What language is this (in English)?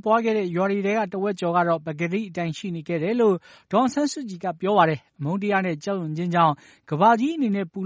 Burmese